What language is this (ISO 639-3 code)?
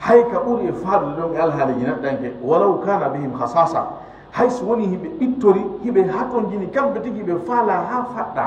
ful